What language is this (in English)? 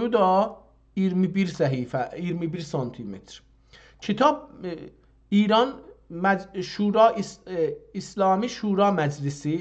South Azerbaijani